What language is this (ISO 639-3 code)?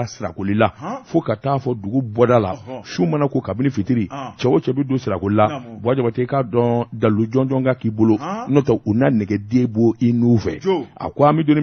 bam